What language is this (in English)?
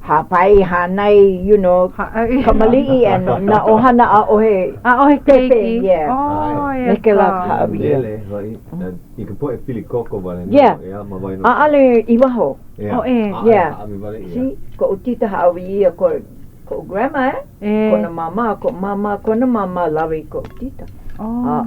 Hawaiian